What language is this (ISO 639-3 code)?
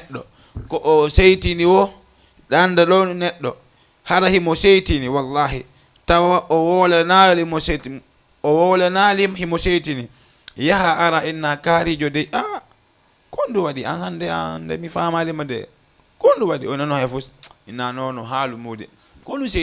ful